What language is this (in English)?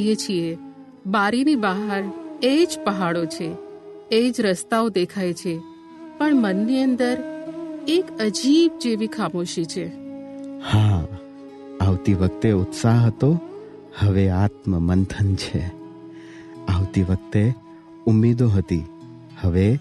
Gujarati